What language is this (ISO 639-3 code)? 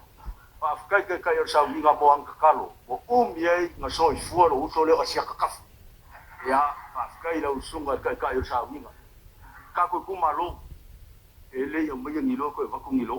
smo